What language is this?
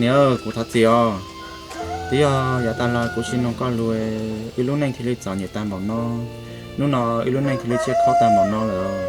Hmong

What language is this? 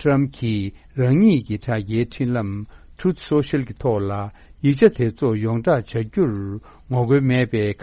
Tibetan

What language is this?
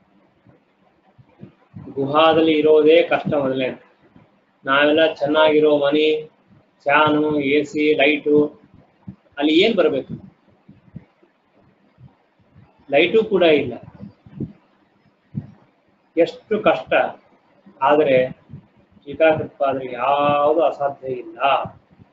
Kannada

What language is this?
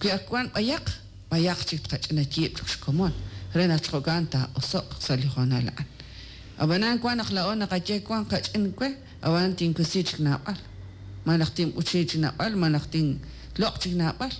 Kekchí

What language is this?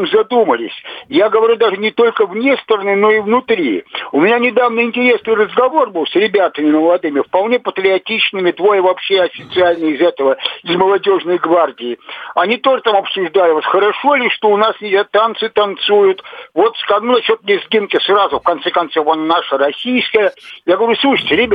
Russian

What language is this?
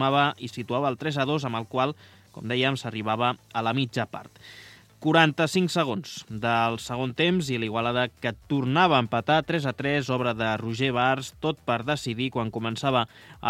Catalan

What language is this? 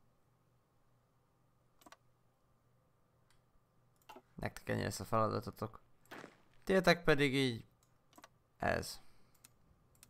Hungarian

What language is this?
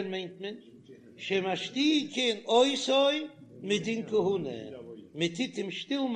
Yiddish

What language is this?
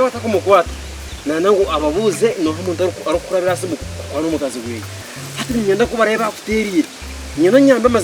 Nyankole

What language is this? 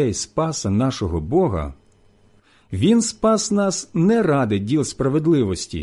Ukrainian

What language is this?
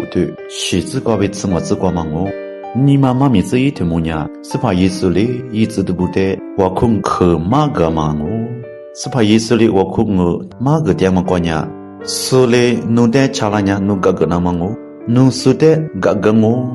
Lisu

